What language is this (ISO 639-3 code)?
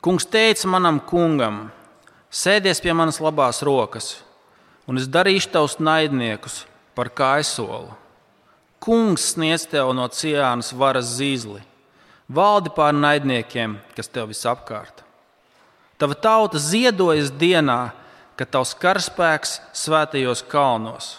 lav